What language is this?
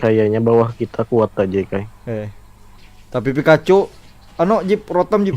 Banjar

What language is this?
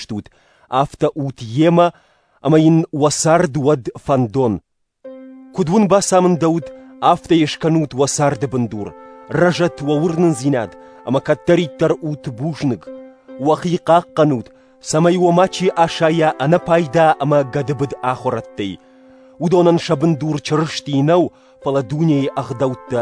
Ossetic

